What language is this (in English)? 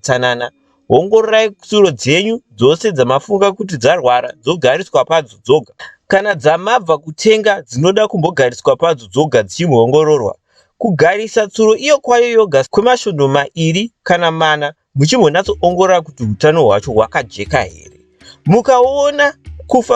Shona